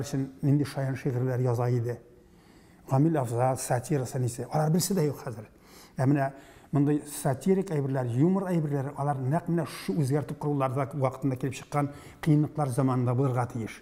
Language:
Tatar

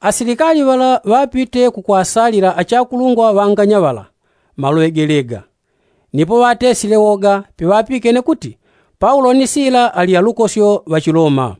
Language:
Yao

